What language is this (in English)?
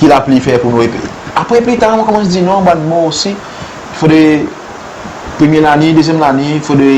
Seselwa Creole French